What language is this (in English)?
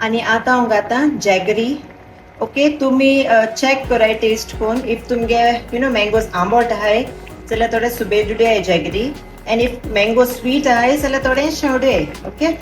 Konkani